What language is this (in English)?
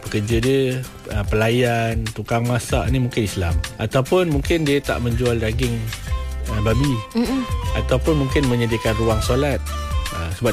Malay